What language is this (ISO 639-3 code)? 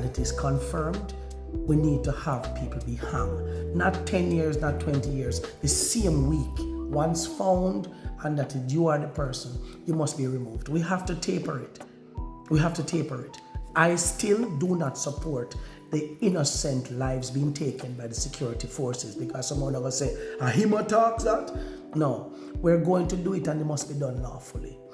jam